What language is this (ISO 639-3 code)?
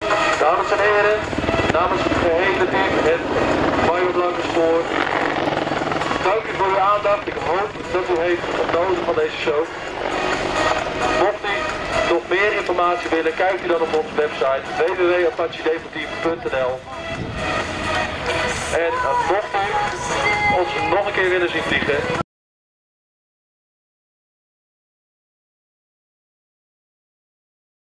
nld